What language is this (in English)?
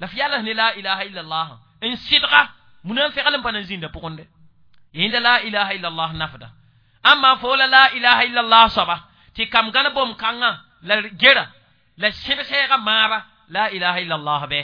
Mossi